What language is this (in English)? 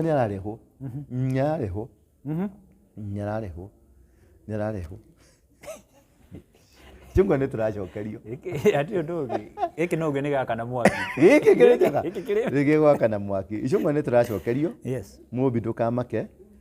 Kikuyu